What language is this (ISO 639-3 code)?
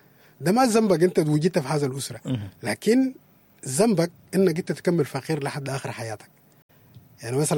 apd